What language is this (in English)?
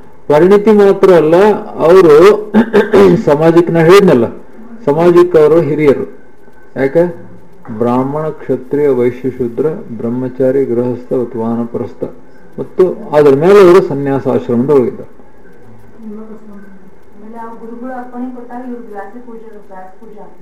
Kannada